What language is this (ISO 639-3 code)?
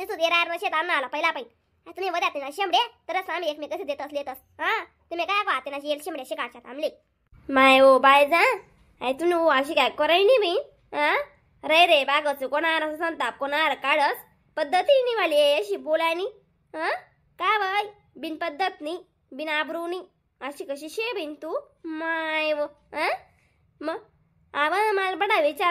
khn